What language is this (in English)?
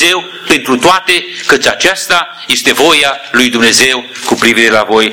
Romanian